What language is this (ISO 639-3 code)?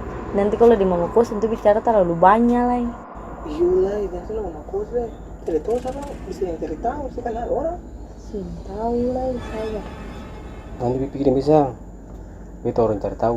abs